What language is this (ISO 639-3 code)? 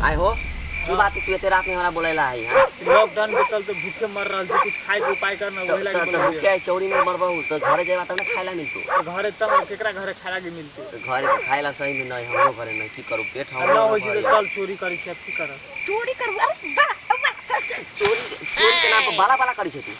mai